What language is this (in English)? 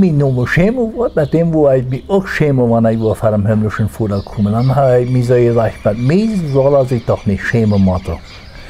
Plautdietsch